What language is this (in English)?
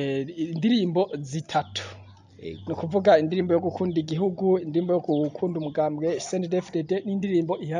Rundi